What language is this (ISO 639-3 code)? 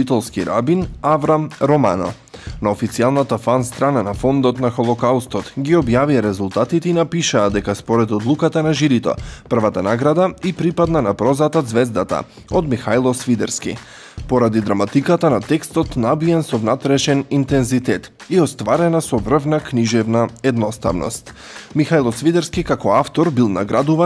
mkd